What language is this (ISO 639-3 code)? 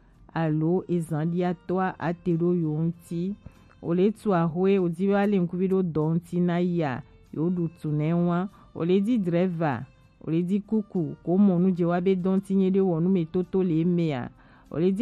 gej